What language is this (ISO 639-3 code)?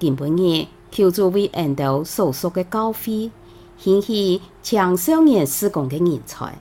hak